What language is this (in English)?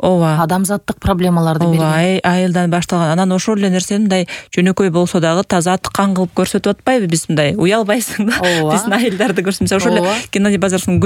Kyrgyz